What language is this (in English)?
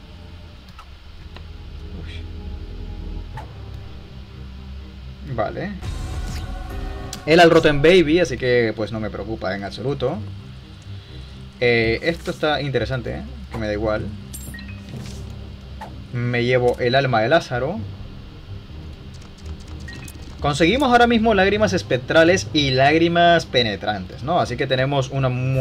Spanish